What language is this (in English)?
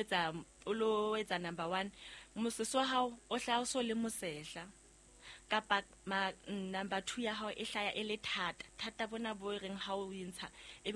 Southern Sotho